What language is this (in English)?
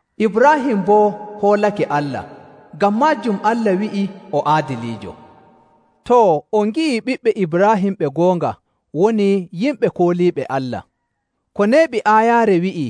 Nigerian Fulfulde